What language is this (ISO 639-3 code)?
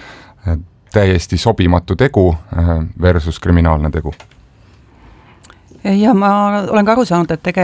est